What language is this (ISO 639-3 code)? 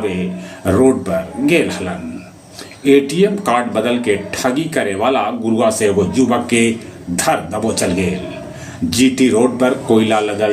mag